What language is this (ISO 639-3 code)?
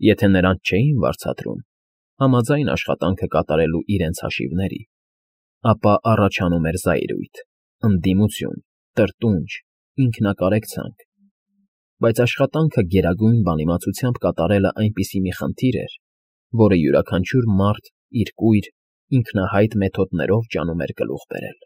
hye